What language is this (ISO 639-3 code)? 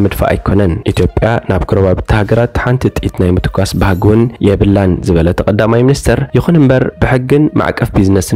tir